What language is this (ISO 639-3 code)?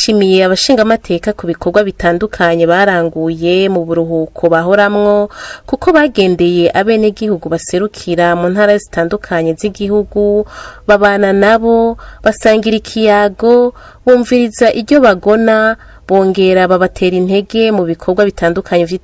run